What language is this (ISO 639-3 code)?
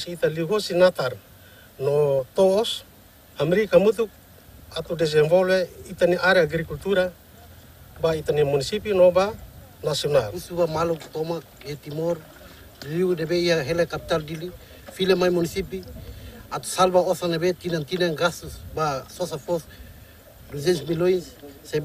tet